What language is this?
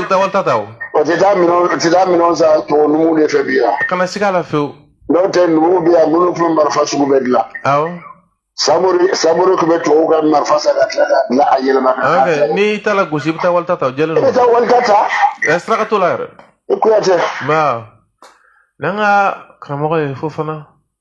Bambara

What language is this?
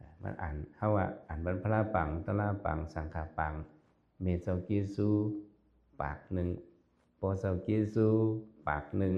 Shan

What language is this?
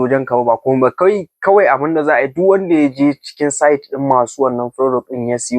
Hausa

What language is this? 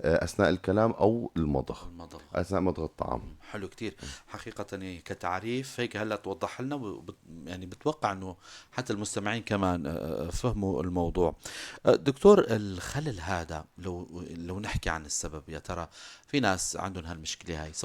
North Levantine Arabic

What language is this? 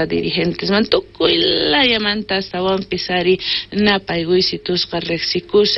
South Bolivian Quechua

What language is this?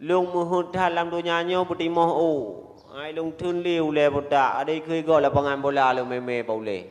Achinese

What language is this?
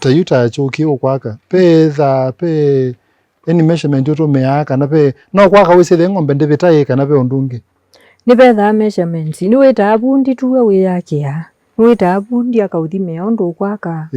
Kamba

